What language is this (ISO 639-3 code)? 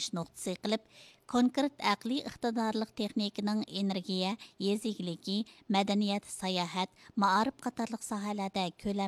uig